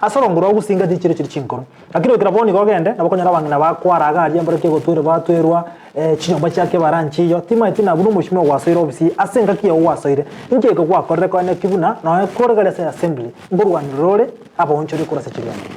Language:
Gusii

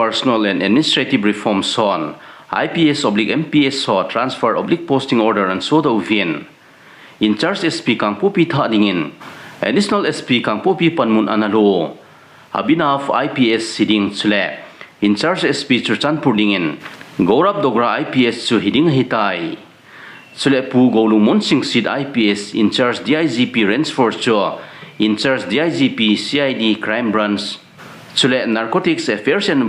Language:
Thado Chin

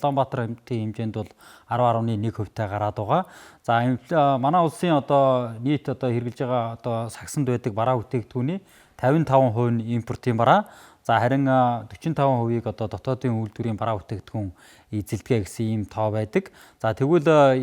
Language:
Mongolian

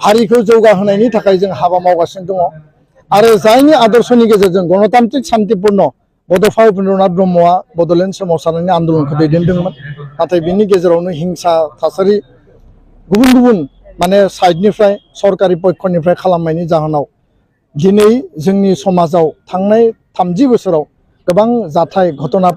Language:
Bodo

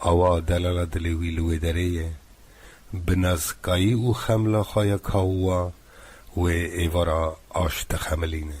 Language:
Kurdish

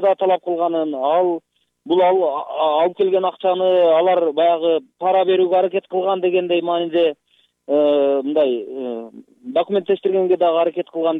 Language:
Kyrgyz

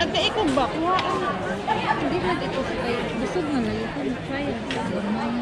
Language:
Cebuano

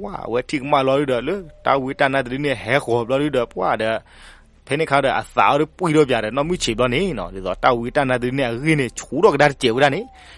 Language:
S'gaw Karen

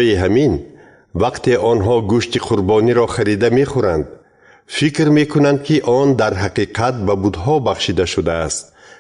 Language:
Tajik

